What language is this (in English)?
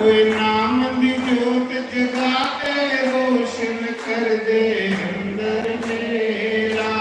Dogri